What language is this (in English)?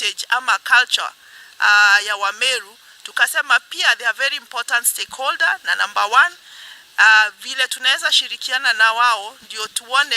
Meru